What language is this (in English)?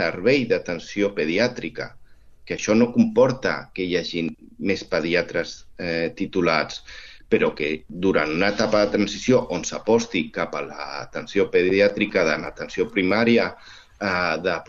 Catalan